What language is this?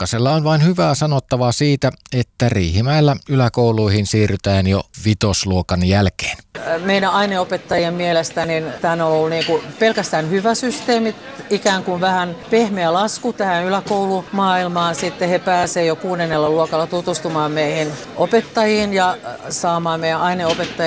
Finnish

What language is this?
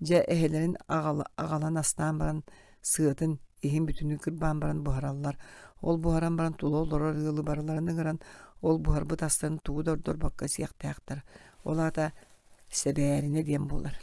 Yakut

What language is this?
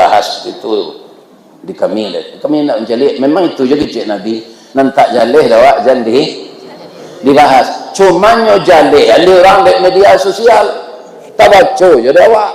Minangkabau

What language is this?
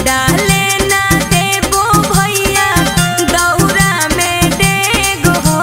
Magahi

